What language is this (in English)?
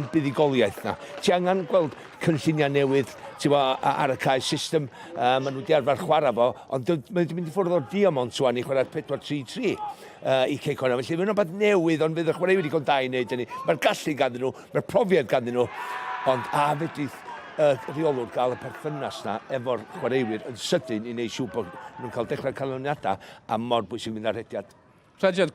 Welsh